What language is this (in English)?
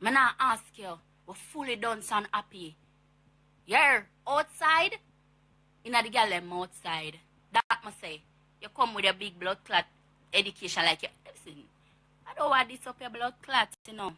Jamaican Creole English